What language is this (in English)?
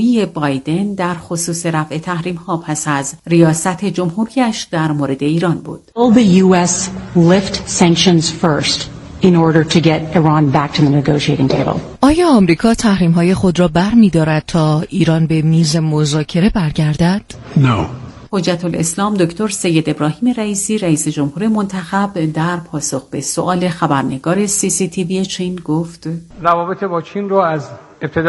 Persian